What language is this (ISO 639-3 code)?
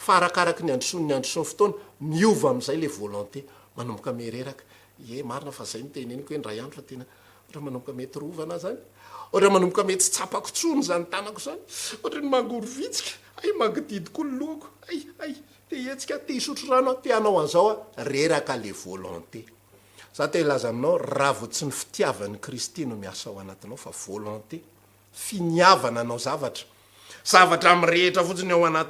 mlg